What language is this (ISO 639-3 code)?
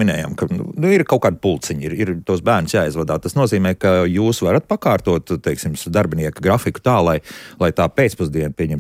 lav